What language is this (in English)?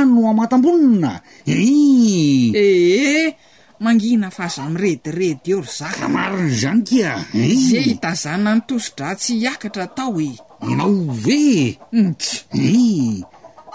Malagasy